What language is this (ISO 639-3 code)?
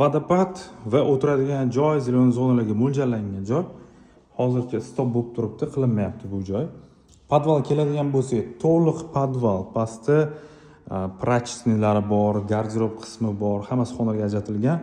uzb